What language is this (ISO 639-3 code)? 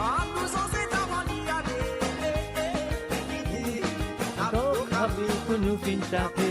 mfe